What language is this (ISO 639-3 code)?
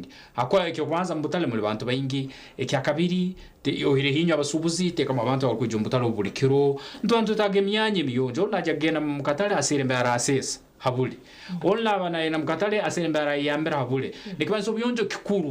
nyn